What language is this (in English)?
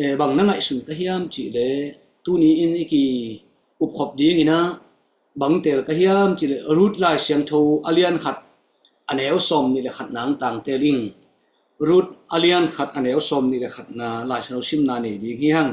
Tedim Chin